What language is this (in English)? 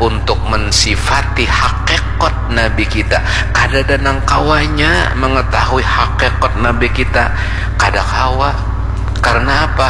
Banjar